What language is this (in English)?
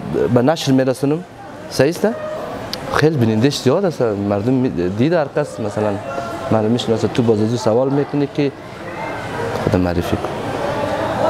Persian